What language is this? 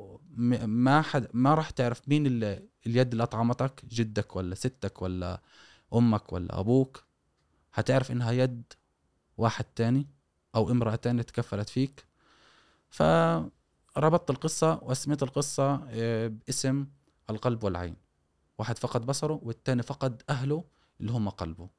Gulf Arabic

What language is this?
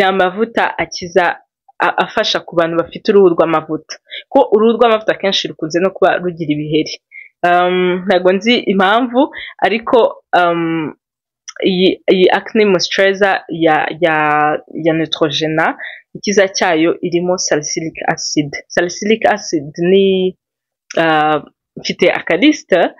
Kinyarwanda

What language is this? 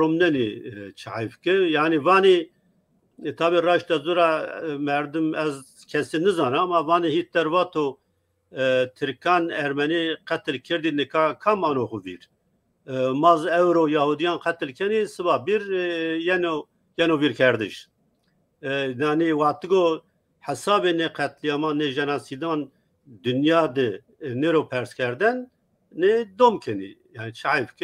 Zaza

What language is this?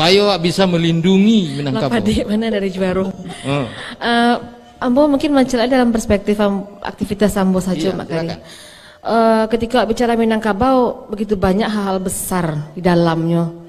Minangkabau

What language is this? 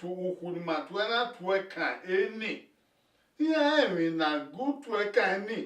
Bini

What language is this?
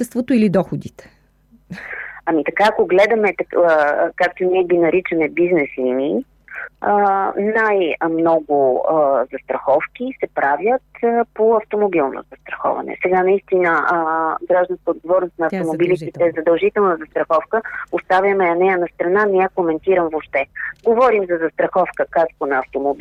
Bulgarian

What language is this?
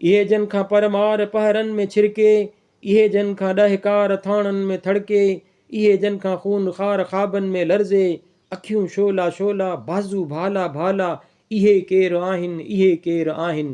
Sindhi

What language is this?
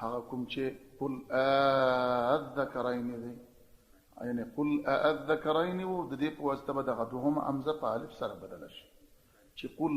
Pashto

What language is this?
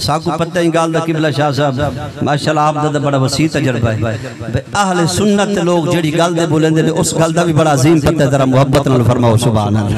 Saraiki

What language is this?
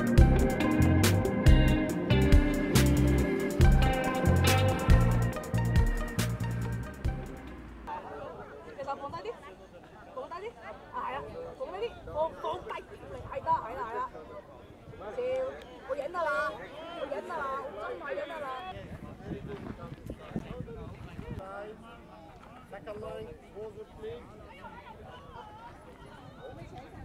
Cantonese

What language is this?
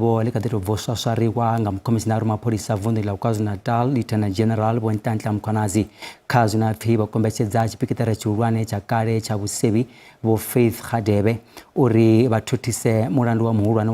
Venda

